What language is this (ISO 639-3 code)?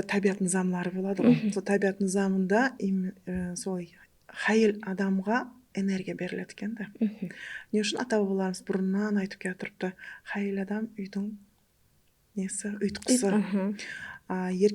kaa